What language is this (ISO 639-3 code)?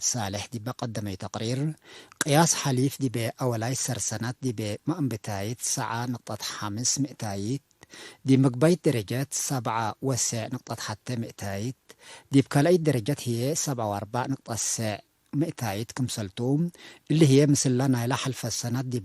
tig